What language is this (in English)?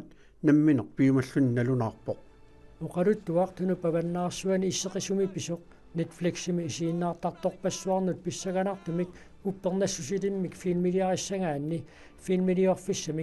Kalaallisut